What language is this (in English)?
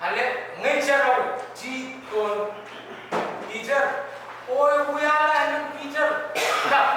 Pohnpeian